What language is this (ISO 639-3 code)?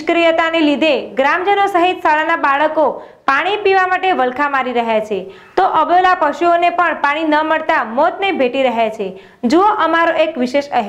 guj